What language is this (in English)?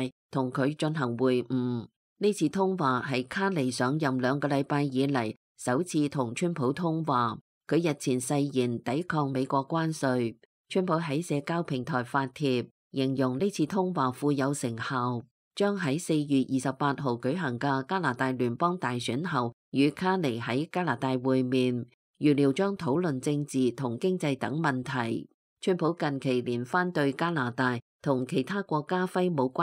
Cantonese